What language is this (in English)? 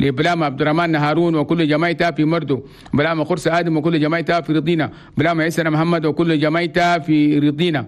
Chadian Arabic